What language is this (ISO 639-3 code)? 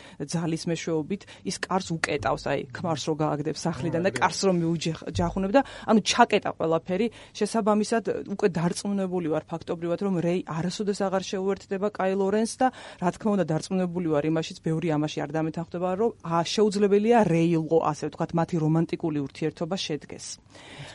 kat